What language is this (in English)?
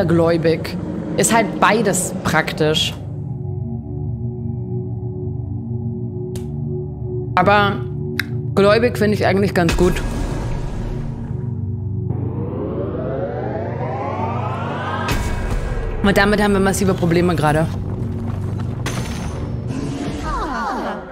German